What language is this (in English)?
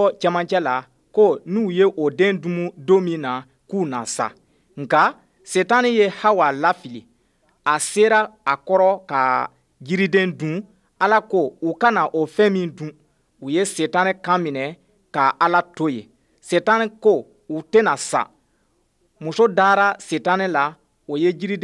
Bambara